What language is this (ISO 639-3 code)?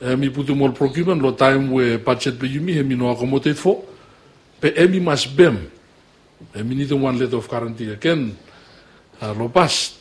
bis